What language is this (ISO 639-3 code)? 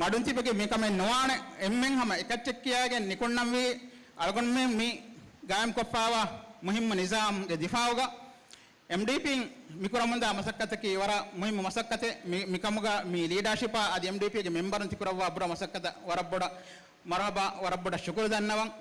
div